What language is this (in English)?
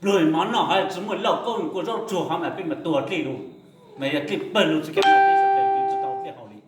Hmong